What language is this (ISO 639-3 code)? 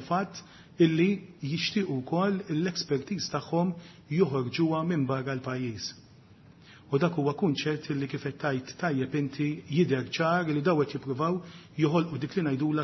mlt